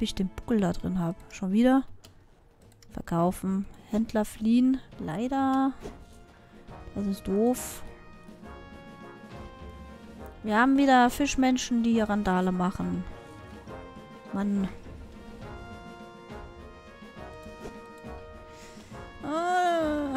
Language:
German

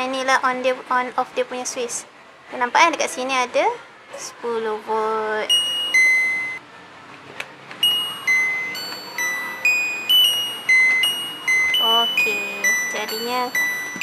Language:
Malay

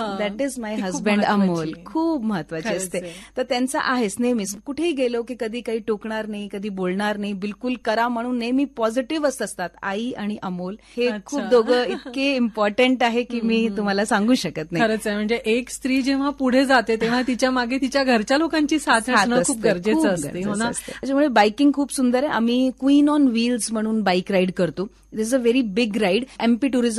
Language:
Marathi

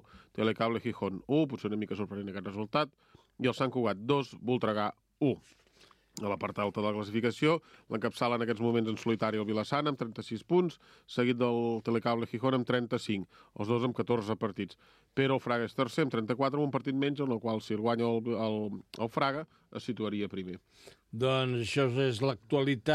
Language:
Catalan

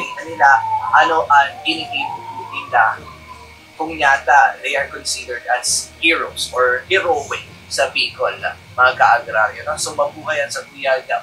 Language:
Bikol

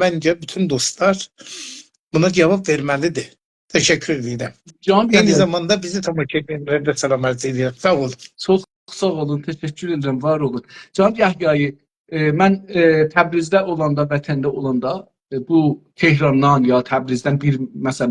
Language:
South Azerbaijani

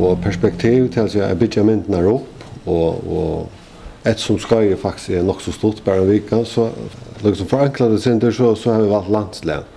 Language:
Faroese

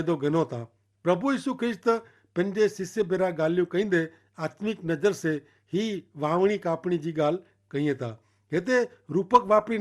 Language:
Kachhi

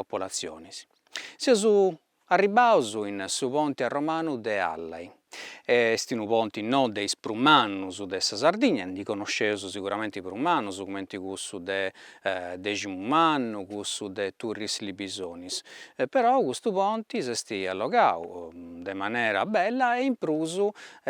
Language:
Sardinian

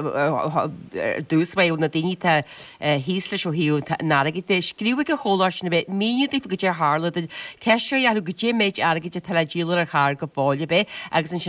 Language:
Irish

